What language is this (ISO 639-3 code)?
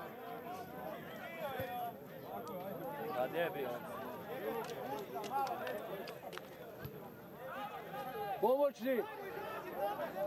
srp